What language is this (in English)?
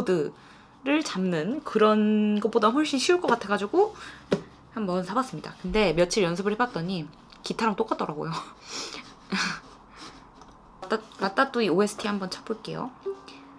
Korean